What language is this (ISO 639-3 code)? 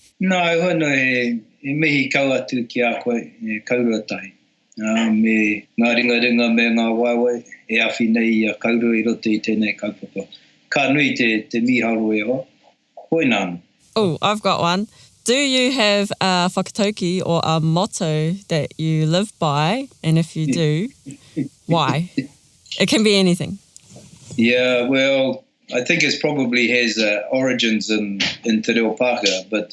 mri